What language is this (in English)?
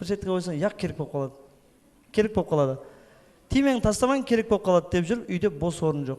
Kara-Kalpak